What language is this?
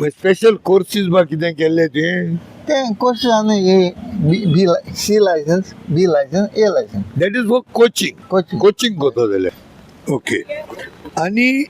Konkani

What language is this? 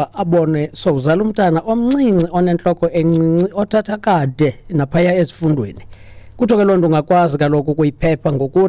Xhosa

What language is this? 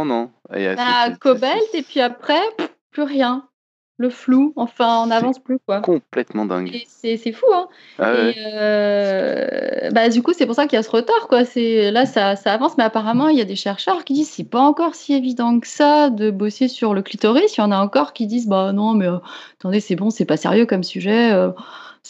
French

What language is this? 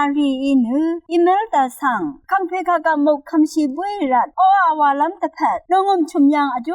Rawang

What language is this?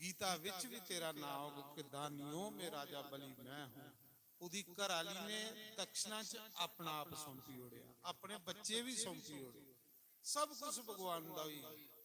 Dogri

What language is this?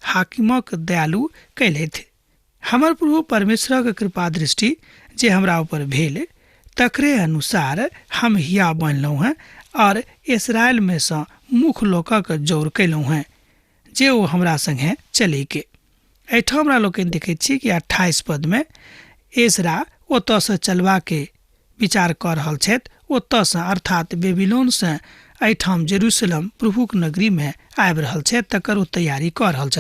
Maithili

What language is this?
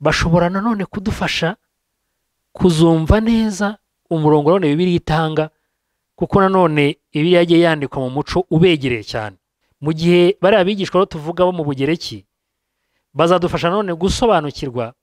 Kinyarwanda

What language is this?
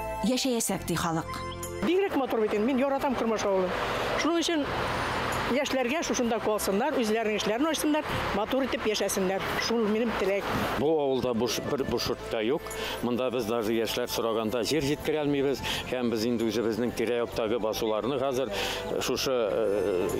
Bashkir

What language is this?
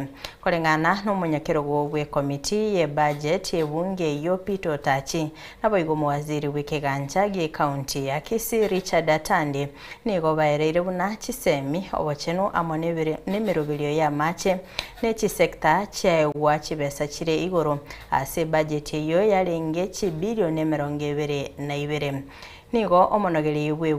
Gusii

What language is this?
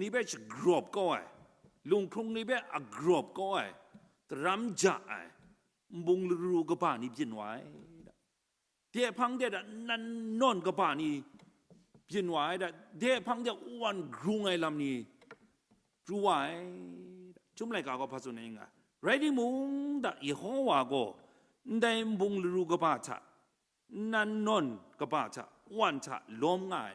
Kachin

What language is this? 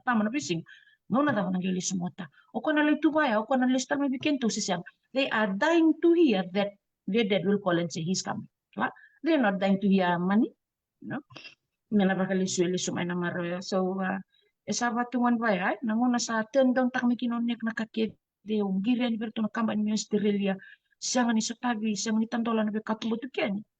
Fijian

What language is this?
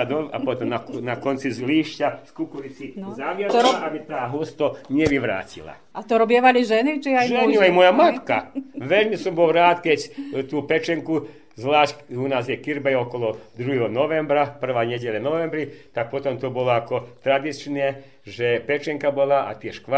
Slovak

